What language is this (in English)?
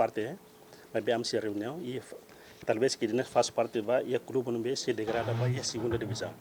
Tetum